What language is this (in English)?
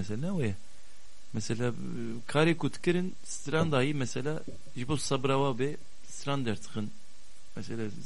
Kurdish